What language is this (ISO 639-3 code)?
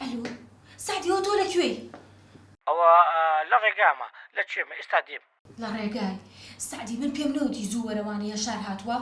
ckb